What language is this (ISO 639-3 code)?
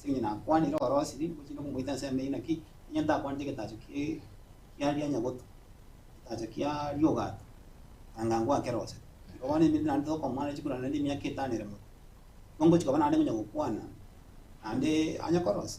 guz